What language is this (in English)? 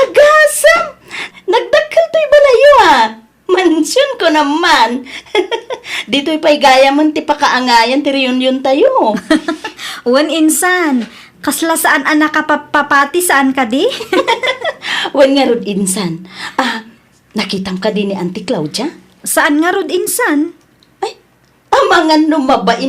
Iloko